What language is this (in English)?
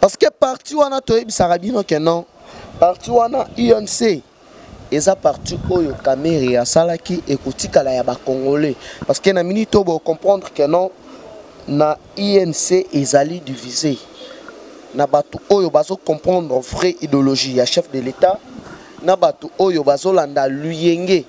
Lingala